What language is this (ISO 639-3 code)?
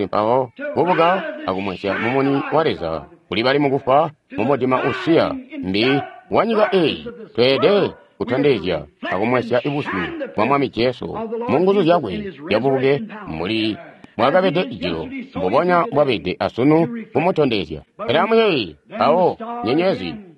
toi